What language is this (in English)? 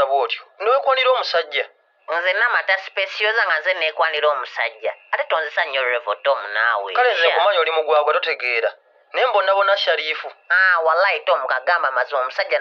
Ganda